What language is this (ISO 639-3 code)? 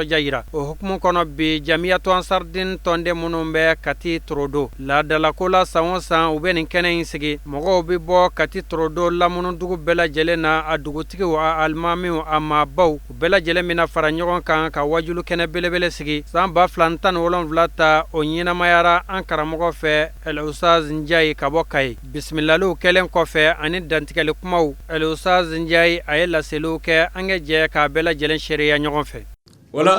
bam